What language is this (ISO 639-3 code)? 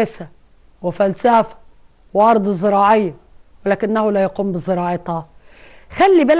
arz